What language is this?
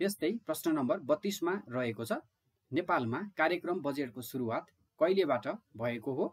Nepali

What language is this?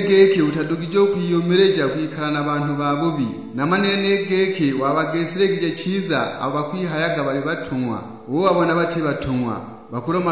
Sukuma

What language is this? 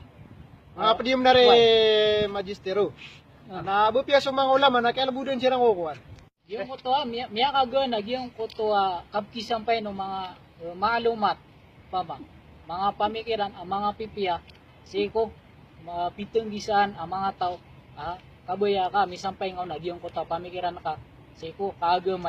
Maranao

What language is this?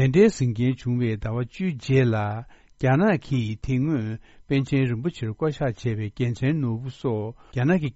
Tibetan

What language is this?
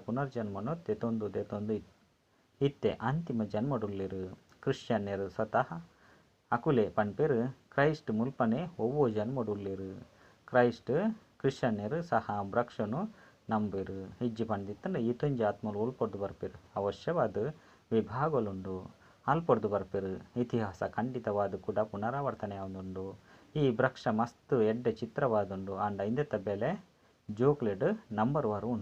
Tulu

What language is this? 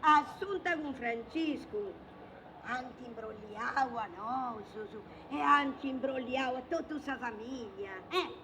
Sardinian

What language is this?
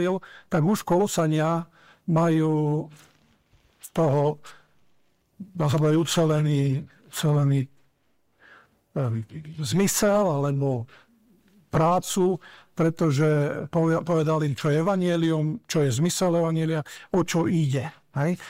Slovak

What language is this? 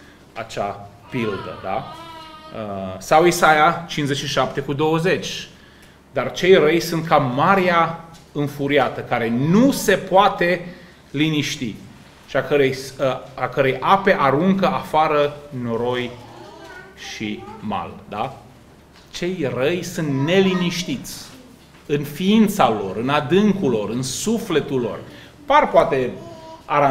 Romanian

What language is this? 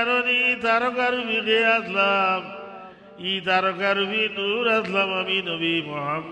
Sylheti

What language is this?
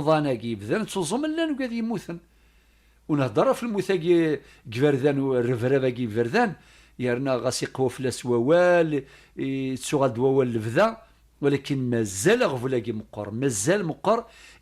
Kabyle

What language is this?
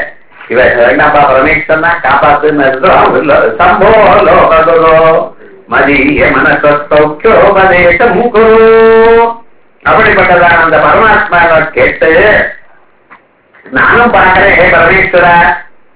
Tamil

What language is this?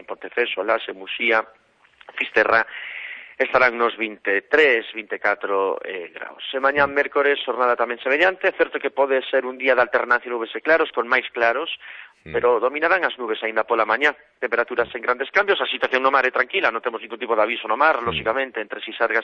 Galician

